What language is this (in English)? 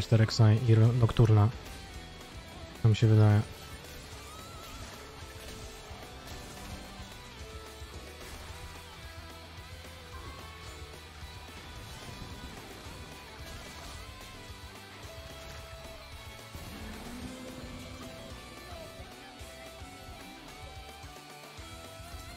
Polish